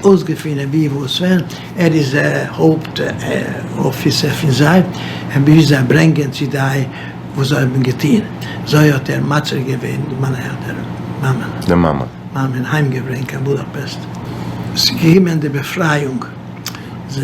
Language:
Yiddish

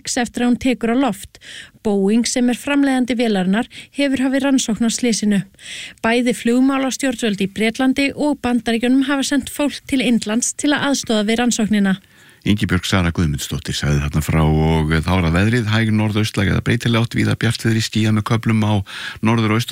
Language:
Icelandic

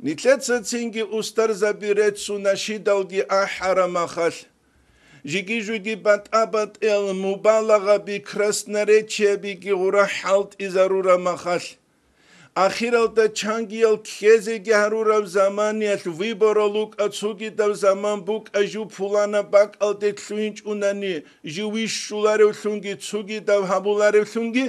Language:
Avaric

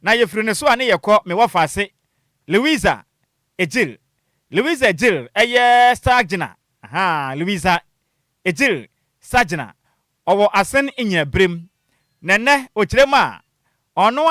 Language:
Akan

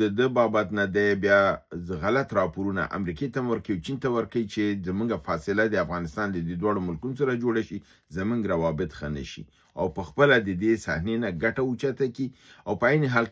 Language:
Pashto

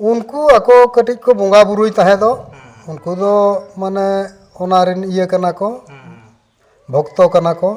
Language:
Santali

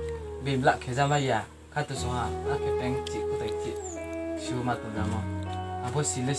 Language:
Riang (India)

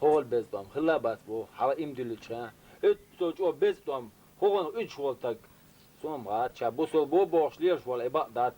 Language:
Chechen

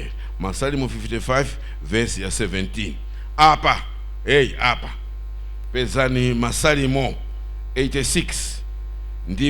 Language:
Nyanja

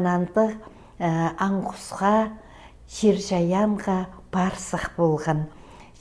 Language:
Khakas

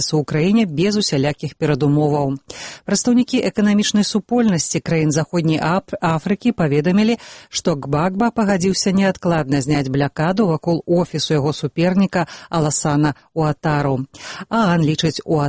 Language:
Belarusian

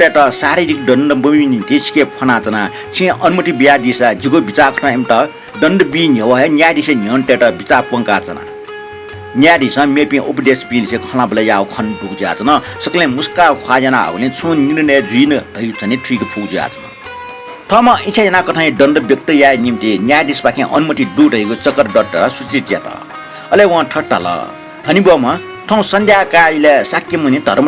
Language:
Newari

